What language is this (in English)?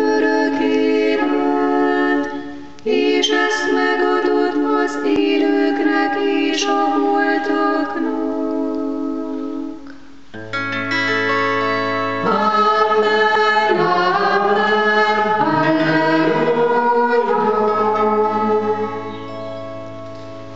Hungarian